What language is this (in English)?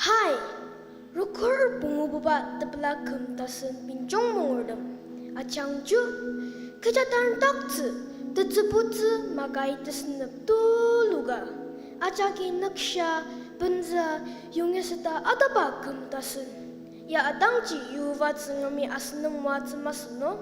Ao Naga